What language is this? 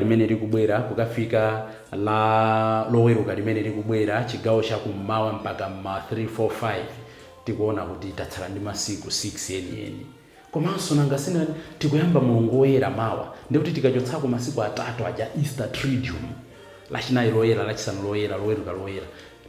Nyanja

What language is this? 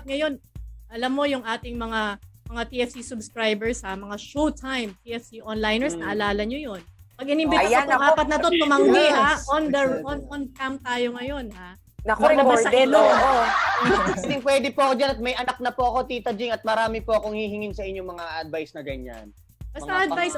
Filipino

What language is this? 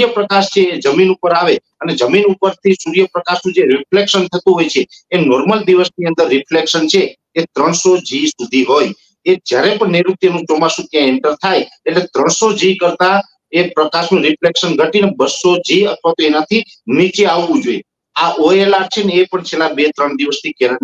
Gujarati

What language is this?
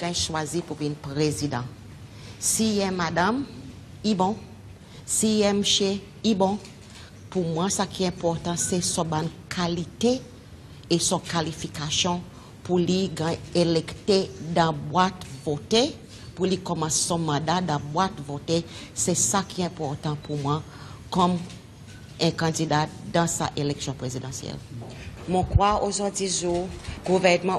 Seselwa Creole French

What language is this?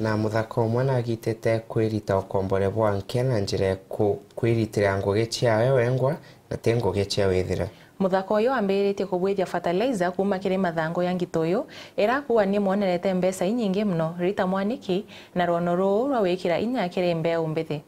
Meru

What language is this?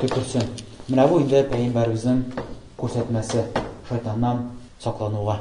Tatar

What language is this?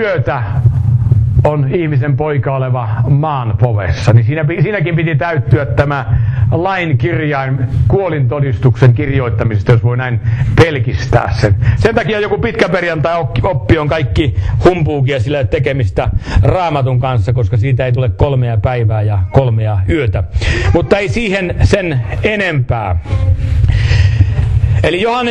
Finnish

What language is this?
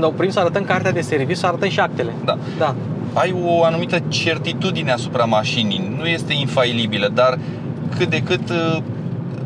Romanian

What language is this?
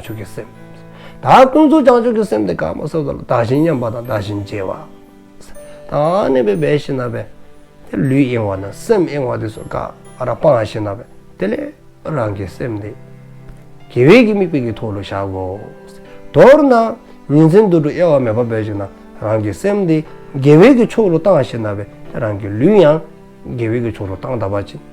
Dzongkha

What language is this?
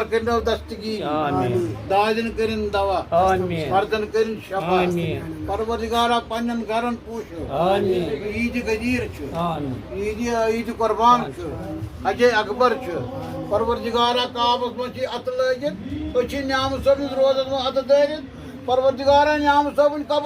Kashmiri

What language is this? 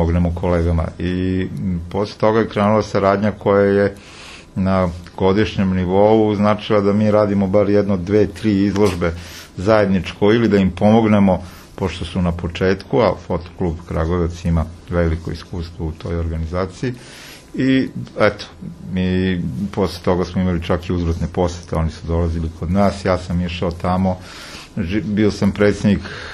Serbian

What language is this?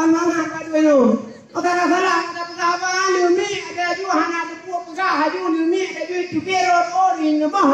Achinese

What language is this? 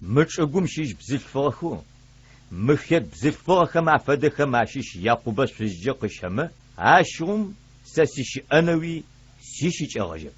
Adyghe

